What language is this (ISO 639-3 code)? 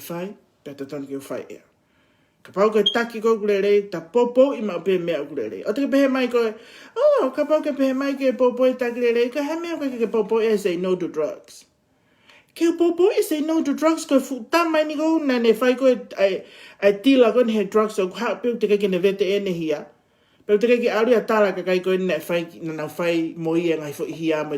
ton